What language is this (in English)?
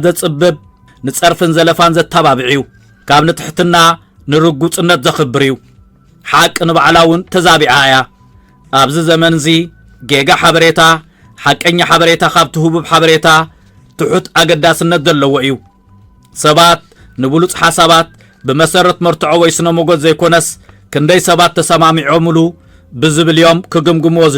Tigrinya